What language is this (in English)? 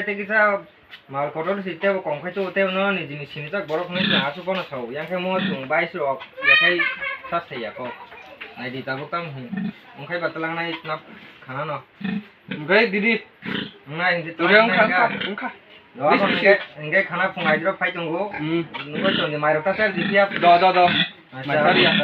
Kok Borok